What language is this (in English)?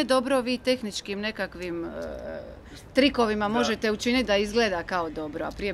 Croatian